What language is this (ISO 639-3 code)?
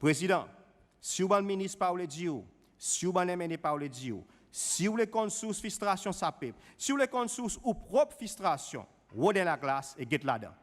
crs